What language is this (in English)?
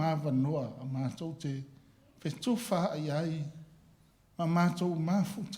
Samoan